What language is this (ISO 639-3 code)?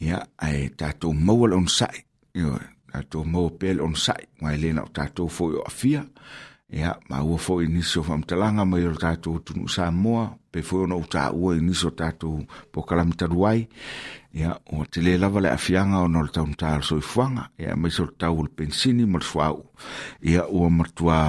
smo